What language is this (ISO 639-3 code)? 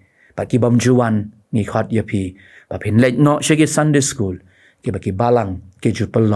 kha